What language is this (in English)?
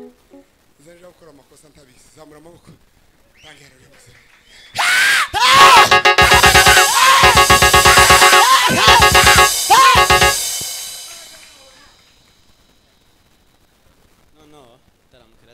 Kinyarwanda